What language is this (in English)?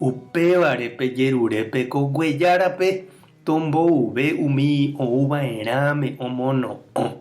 Guarani